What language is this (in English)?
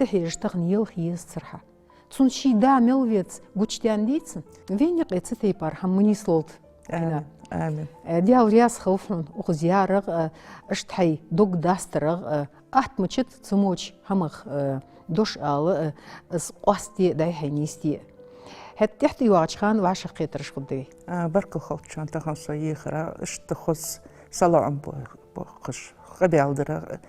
Ingush